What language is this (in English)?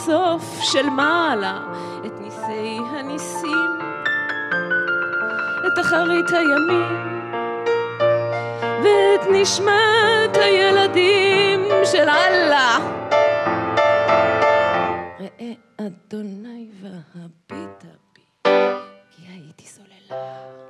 Hebrew